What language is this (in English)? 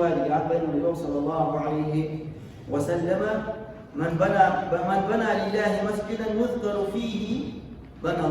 Ingush